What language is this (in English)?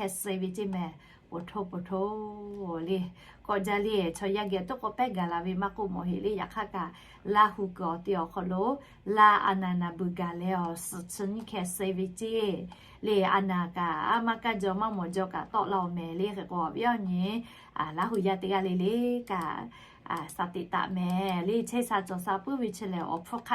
Lahu